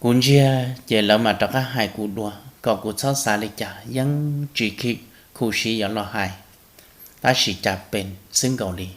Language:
Hmong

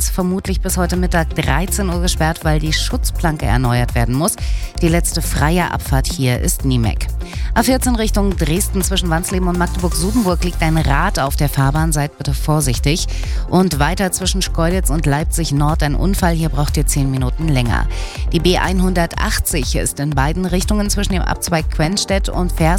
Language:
German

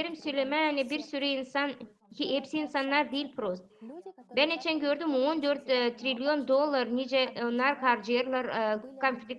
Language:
Gagauz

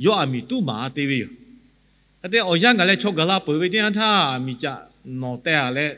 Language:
Lahu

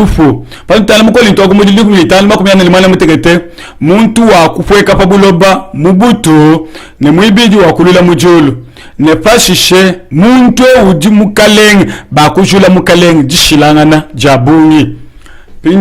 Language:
Luba-Lulua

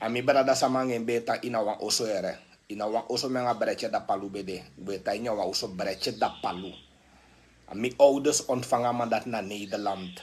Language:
Sranan Tongo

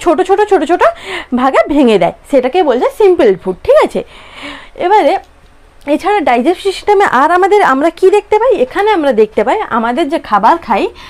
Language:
Bangla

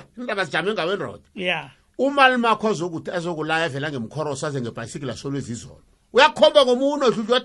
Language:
South Ndebele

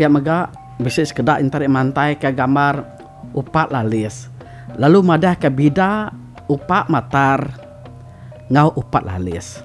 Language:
Iban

